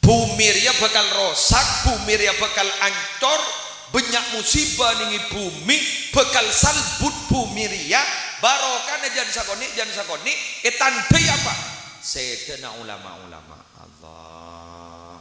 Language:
Madurese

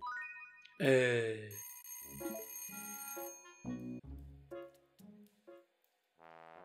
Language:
Italian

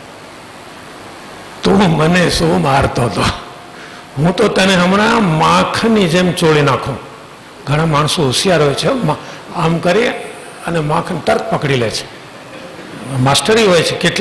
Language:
Gujarati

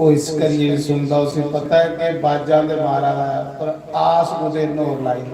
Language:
Dogri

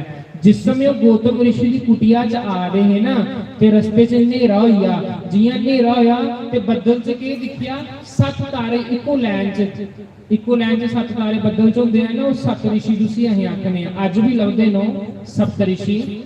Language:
Dogri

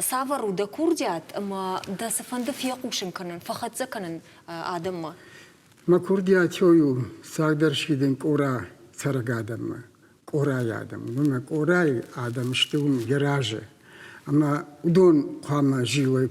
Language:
Ossetic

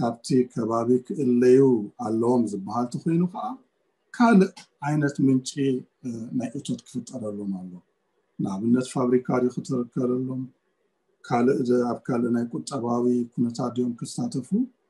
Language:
Tigrinya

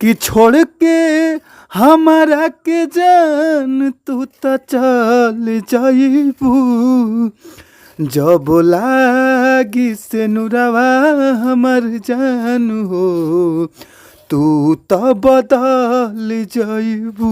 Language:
Bhojpuri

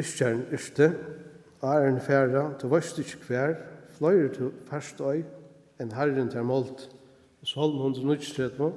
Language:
Faroese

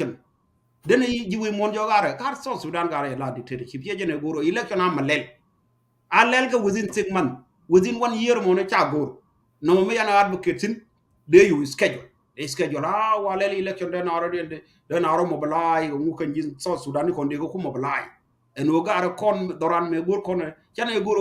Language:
Nuer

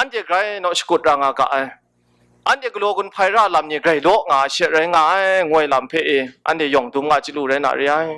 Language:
Kachin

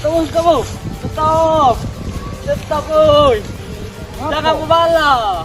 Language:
Musi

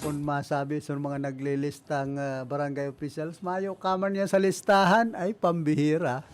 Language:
Bikol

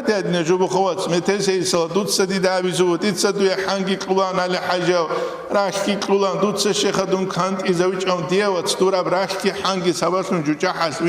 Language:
Avaric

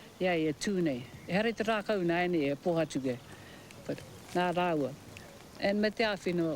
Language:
Māori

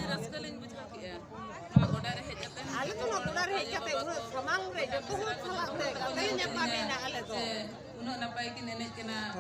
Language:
Santali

